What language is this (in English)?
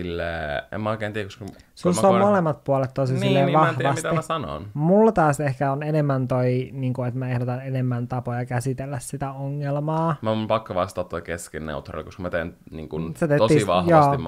Finnish